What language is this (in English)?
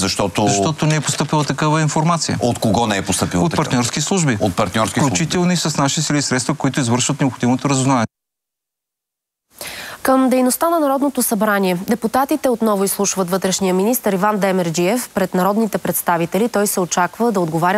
Bulgarian